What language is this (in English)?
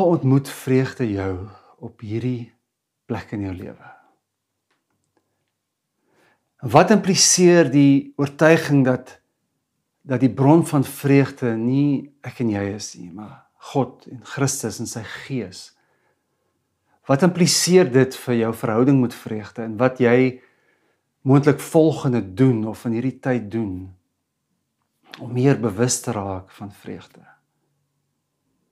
Afrikaans